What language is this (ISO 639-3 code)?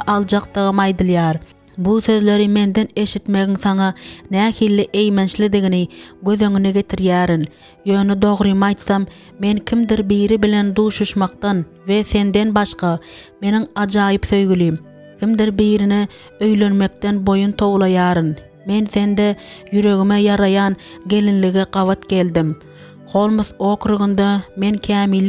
tuk